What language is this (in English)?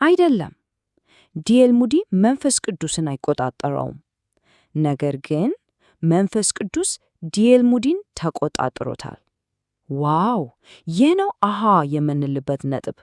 Amharic